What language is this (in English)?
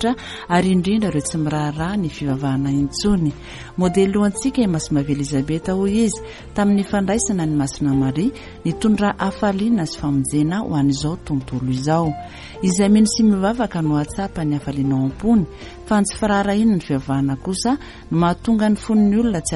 Malagasy